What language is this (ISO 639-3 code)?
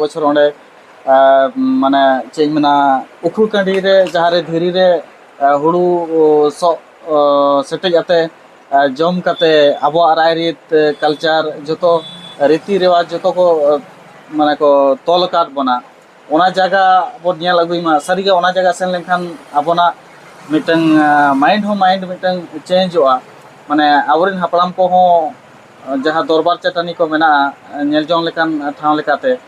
sat